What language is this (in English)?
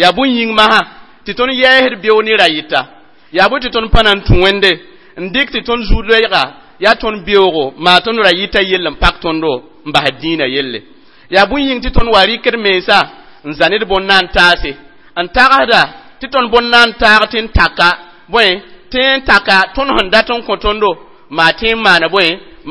Mossi